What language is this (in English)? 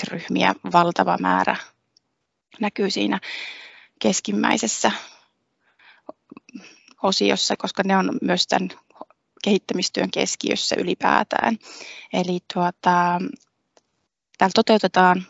Finnish